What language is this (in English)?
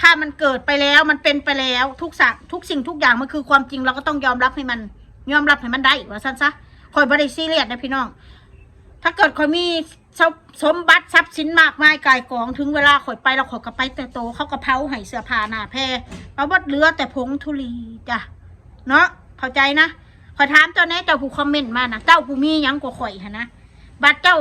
Northeastern Thai